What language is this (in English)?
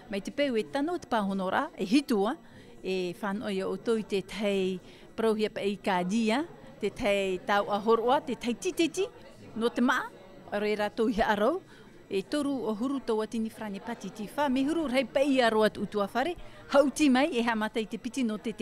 Tahitian